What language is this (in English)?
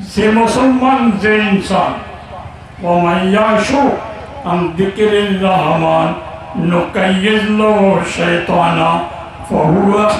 Rohingya